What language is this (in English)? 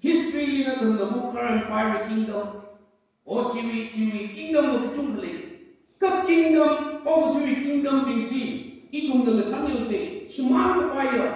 Tangkhul Naga (India)